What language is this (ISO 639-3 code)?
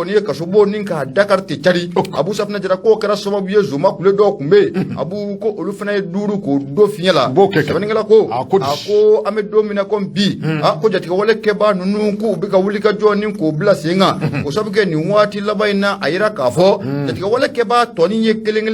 bam